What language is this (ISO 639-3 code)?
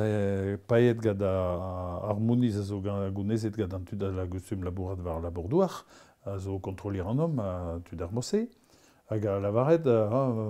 bre